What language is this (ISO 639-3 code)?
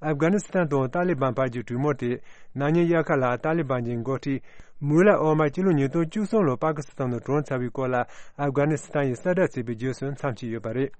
bod